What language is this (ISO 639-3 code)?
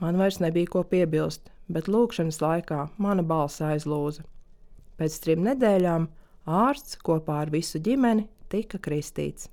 lav